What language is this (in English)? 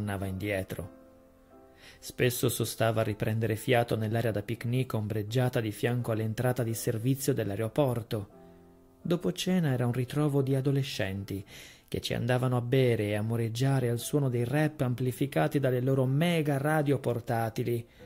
Italian